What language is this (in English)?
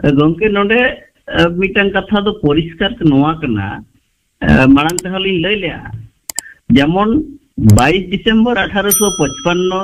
Santali